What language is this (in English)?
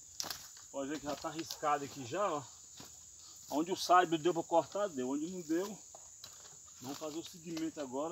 Portuguese